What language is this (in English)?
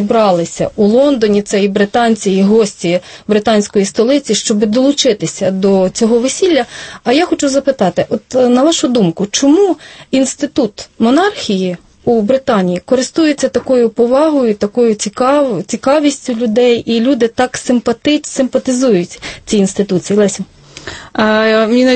Ukrainian